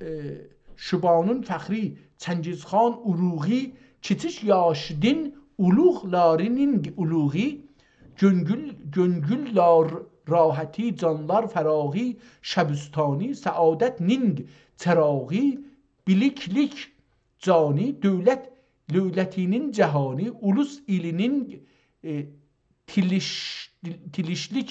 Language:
South Azerbaijani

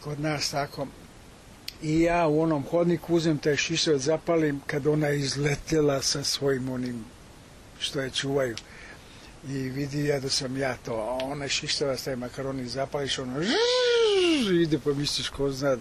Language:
Serbian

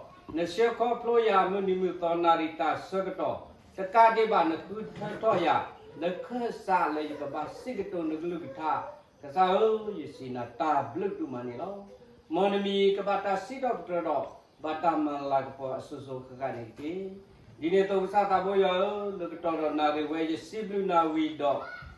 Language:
S'gaw Karen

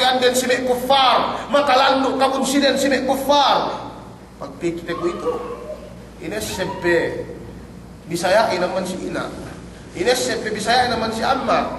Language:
Yakan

